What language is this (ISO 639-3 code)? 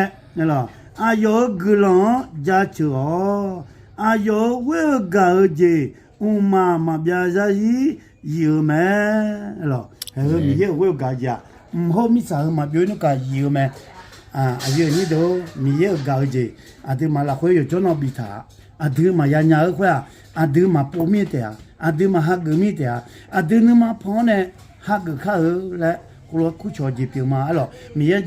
ahk